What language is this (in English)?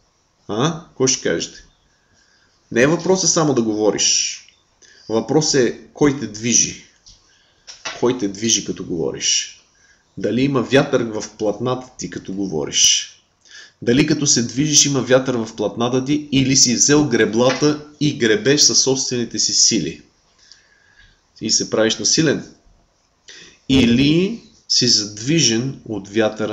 Bulgarian